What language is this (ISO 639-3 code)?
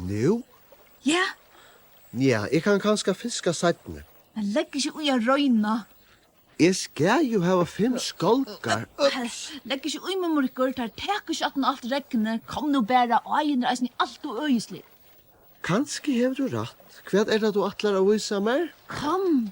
fao